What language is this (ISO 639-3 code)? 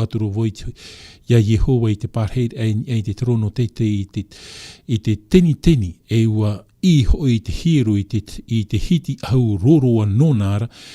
tah